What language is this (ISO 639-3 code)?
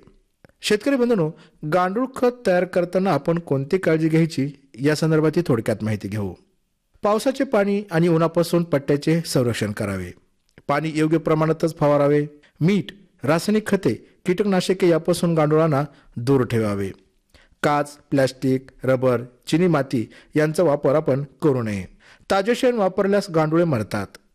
mar